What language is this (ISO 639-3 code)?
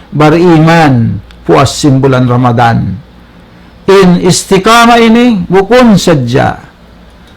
tsg